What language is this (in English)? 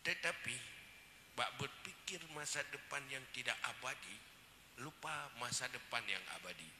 Achinese